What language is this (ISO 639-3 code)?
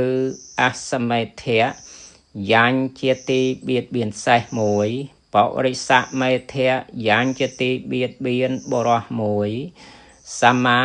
khm